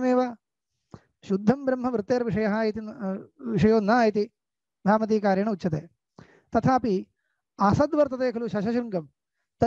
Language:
Sanskrit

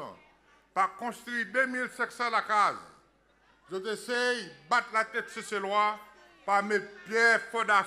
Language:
Seselwa Creole French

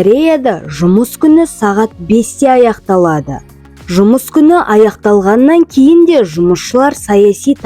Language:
Kazakh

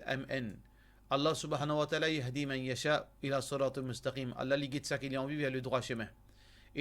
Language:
Morisyen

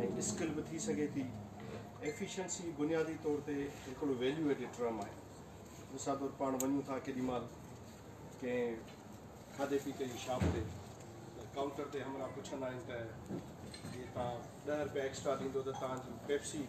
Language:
Sindhi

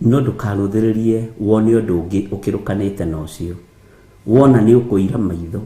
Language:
Kikuyu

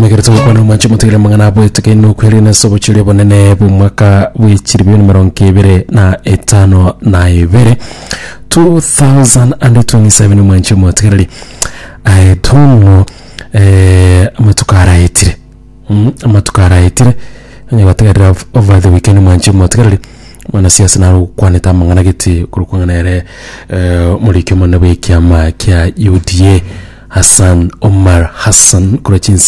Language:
Gusii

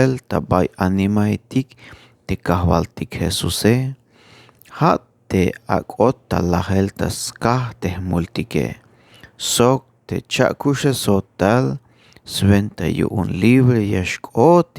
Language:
Tzeltal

